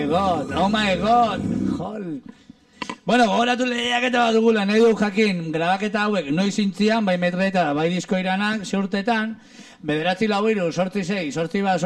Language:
Basque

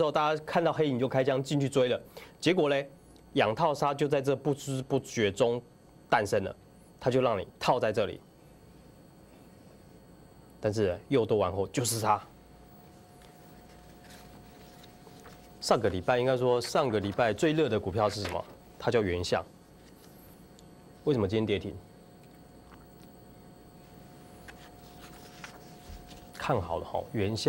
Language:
Chinese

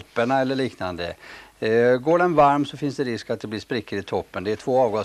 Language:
Swedish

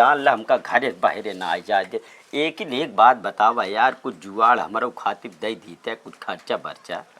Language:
Awadhi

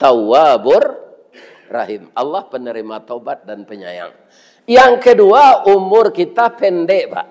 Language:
Minangkabau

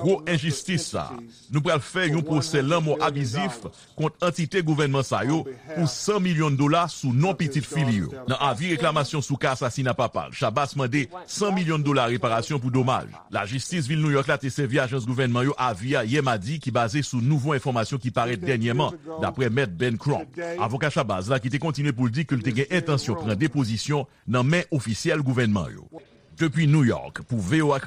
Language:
Haitian Creole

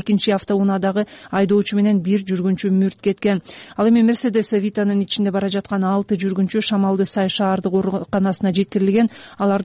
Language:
Kyrgyz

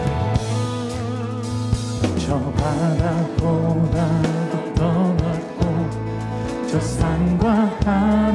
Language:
Korean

